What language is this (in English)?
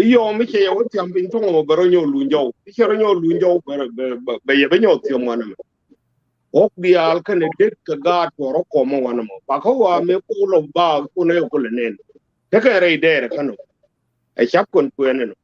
Nuer